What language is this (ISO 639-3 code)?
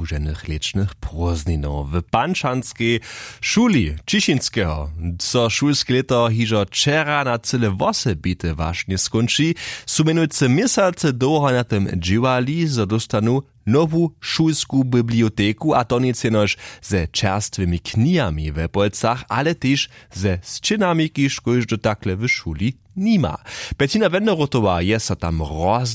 hsb